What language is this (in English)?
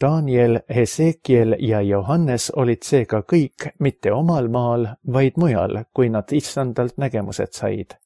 Estonian